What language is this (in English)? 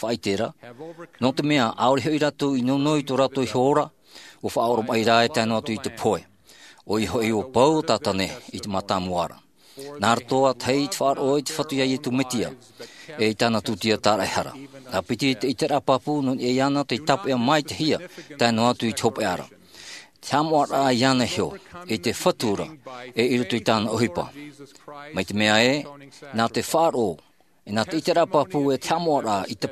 Tahitian